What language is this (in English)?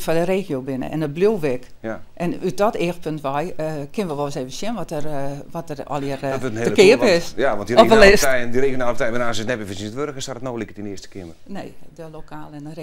Western Frisian